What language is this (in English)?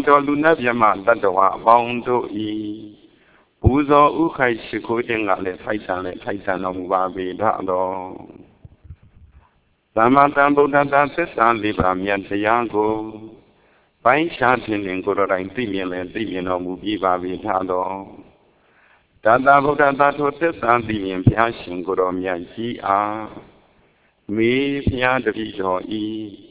Burmese